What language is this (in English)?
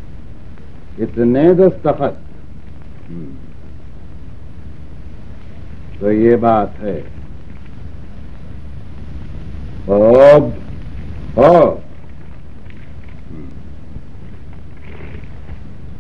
Hindi